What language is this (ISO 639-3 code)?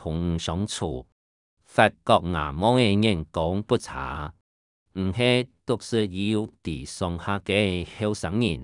hak